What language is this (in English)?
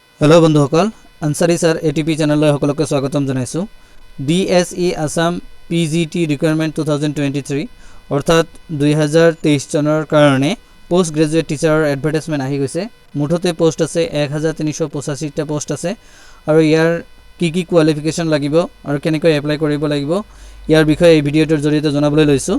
Assamese